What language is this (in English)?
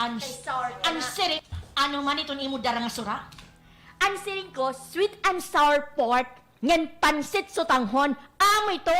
Waray